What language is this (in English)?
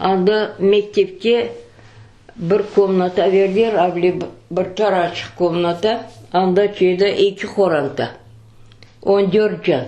Crimean Tatar